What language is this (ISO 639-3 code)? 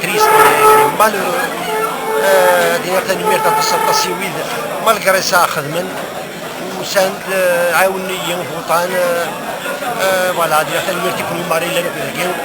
kab